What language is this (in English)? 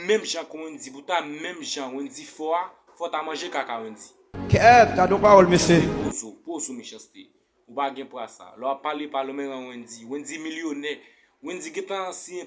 Haitian Creole